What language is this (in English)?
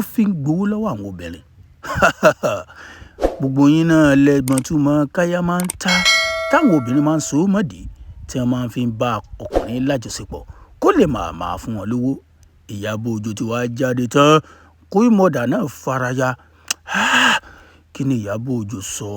Yoruba